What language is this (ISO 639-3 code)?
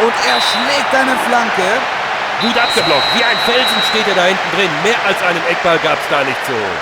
bar